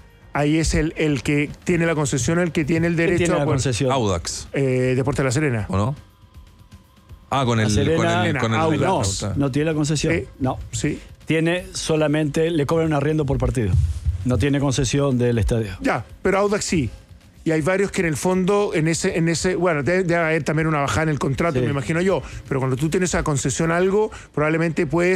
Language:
Spanish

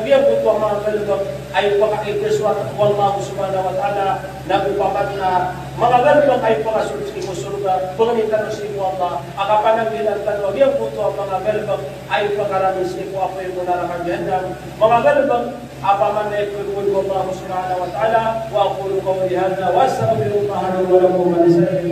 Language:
Maranao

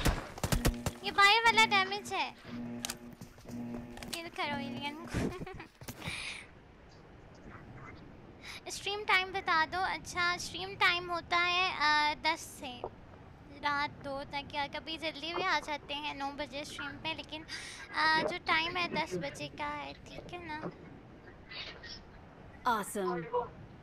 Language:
Hindi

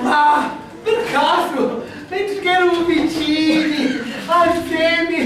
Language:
Sicilian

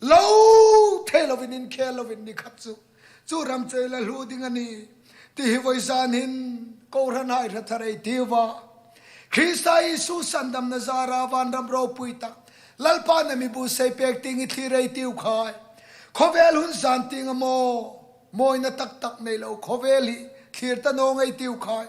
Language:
Hmar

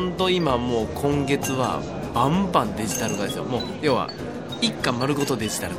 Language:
Japanese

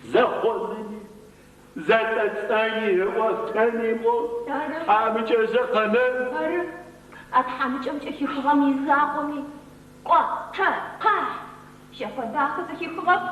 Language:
Adyghe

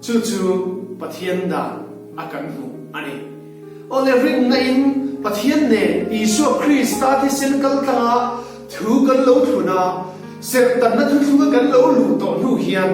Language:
Mizo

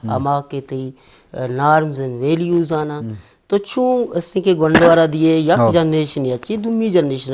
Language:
Eastern Balochi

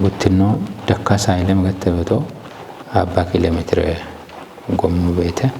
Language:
Kafa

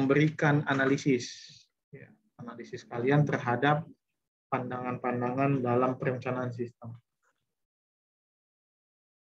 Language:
Indonesian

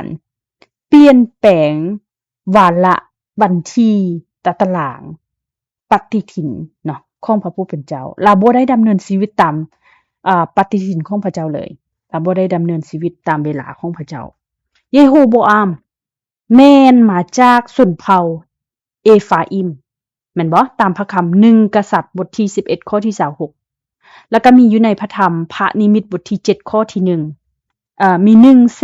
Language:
Lao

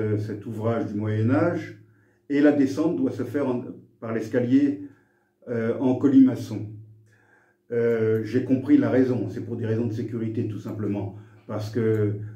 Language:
French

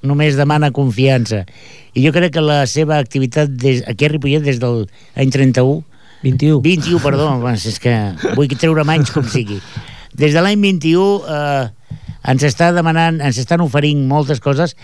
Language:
Catalan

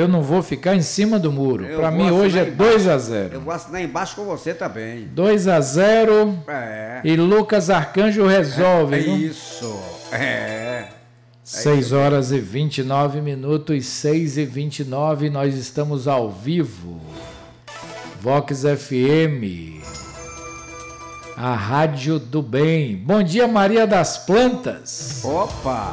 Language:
Portuguese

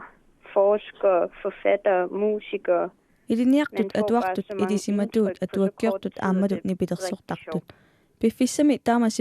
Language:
Kalaallisut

